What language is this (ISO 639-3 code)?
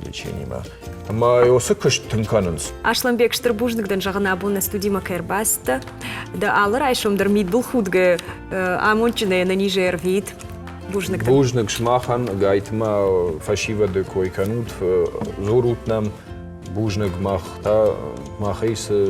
oss